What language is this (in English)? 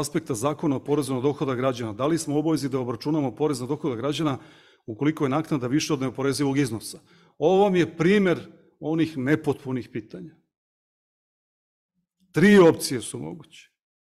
Serbian